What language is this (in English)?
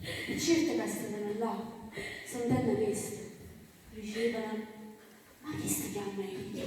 Neapolitan